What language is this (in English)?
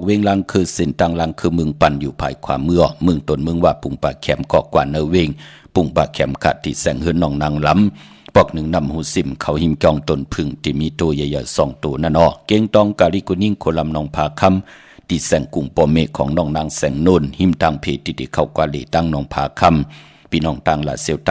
Shan